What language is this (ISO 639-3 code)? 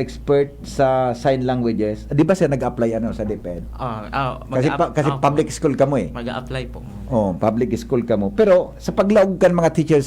bik